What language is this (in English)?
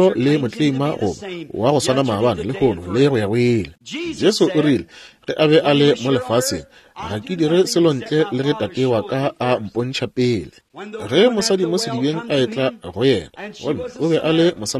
Northern Sotho